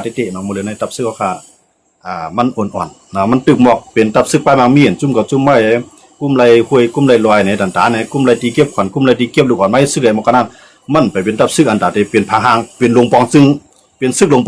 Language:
Shan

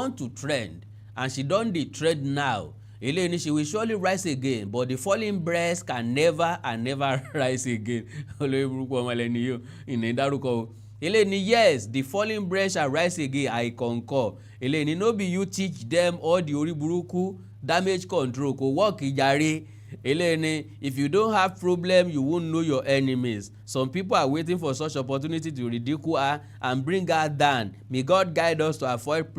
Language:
Yoruba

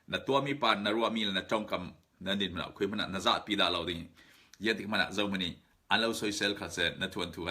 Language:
Falam Chin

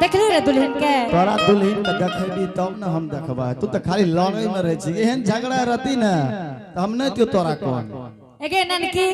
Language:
Angika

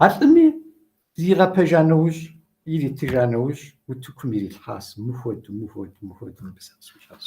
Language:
Kabardian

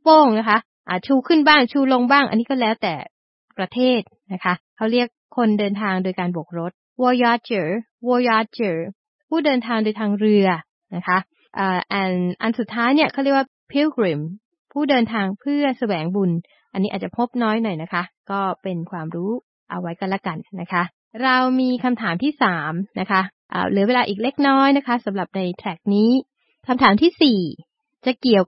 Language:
Thai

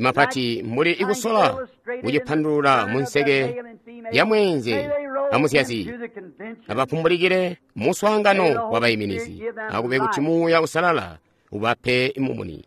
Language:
Tonga (Zambia)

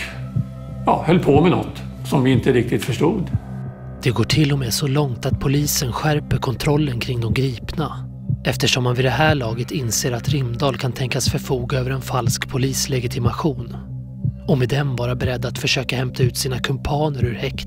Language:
Swedish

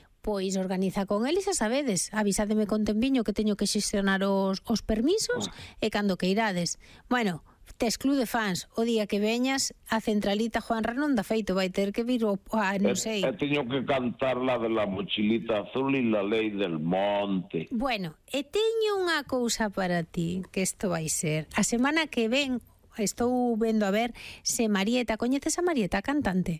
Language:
Galician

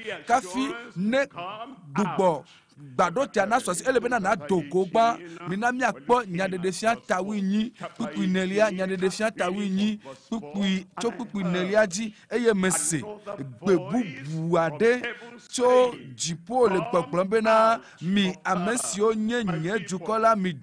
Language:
Ewe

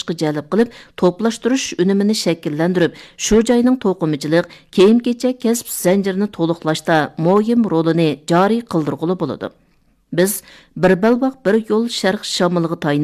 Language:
Uyghur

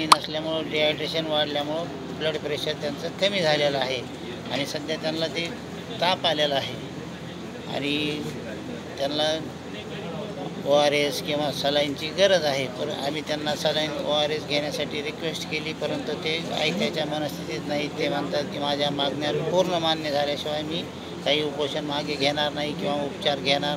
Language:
Marathi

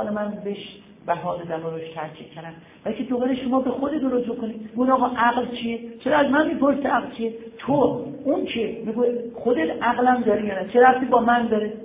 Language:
Persian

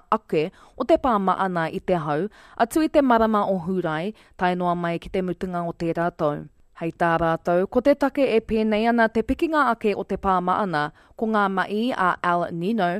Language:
Māori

